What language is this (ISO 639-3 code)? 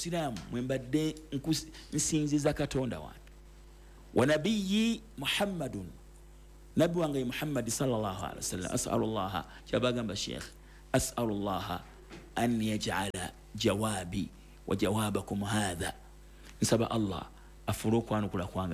lug